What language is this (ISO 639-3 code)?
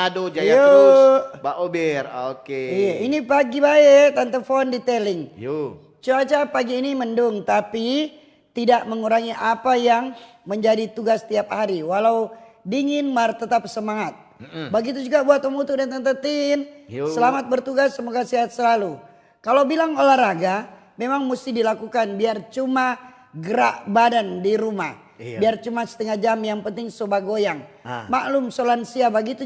xmm